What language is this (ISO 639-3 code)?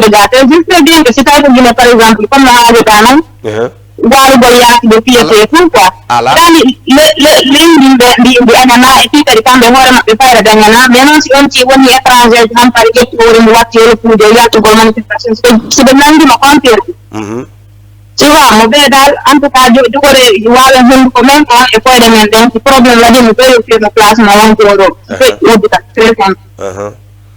ful